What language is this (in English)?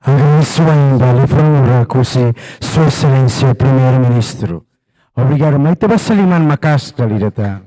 Tetum